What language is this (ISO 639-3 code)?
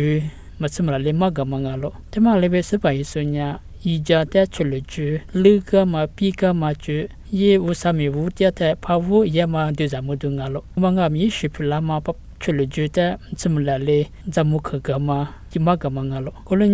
lis